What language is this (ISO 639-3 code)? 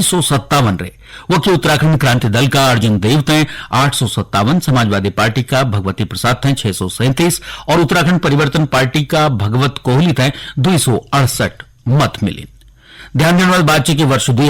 gbm